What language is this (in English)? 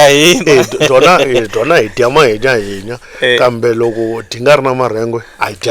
Tsonga